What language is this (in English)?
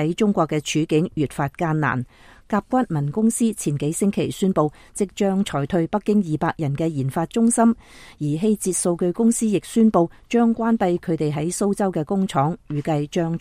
Cantonese